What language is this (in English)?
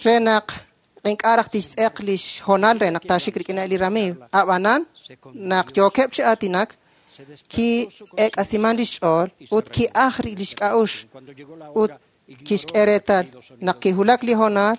Kekchí